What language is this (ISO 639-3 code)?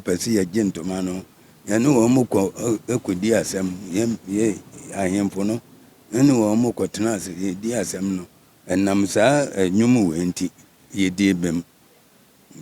aka